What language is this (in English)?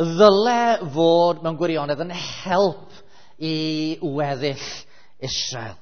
Welsh